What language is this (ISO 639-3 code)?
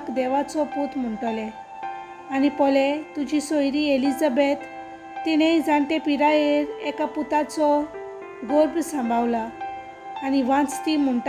kok